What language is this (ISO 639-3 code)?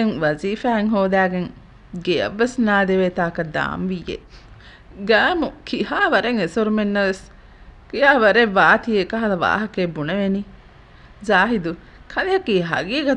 div